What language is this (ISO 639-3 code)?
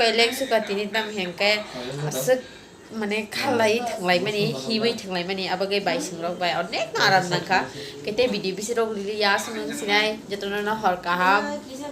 trp